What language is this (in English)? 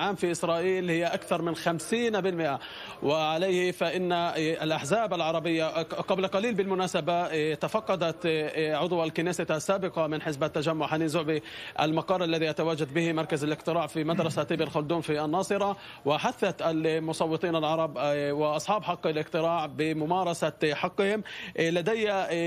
Arabic